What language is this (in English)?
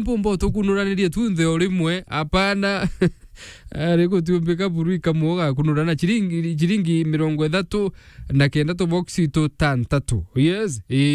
Meru